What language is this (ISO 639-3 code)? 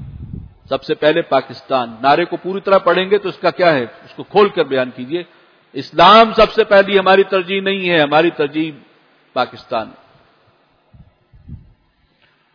urd